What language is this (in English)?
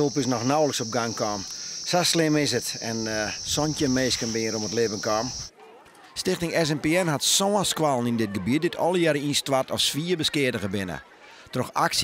Western Frisian